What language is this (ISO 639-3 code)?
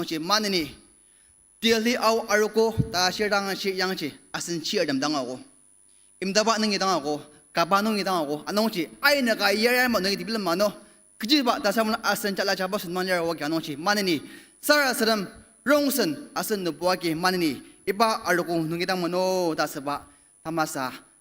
njo